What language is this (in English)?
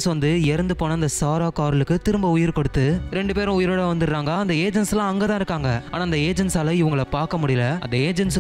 Tamil